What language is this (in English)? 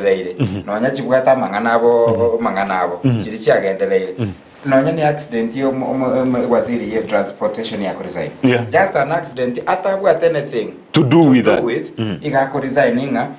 Gusii